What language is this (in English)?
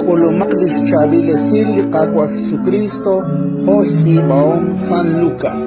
Kekchí